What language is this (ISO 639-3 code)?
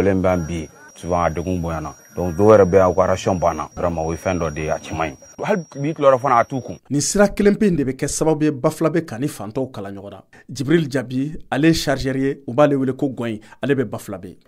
bam